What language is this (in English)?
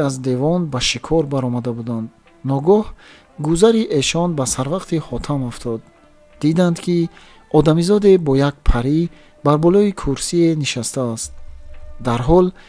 Tajik